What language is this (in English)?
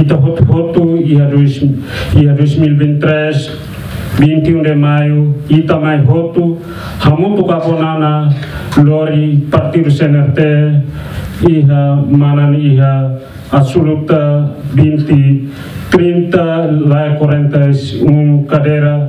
Tetum